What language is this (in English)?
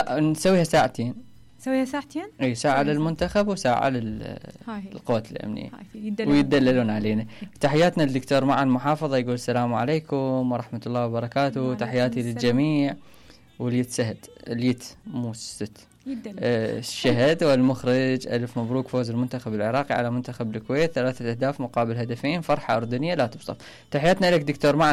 Mesopotamian Arabic